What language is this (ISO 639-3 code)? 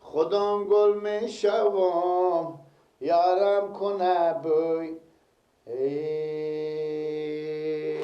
fas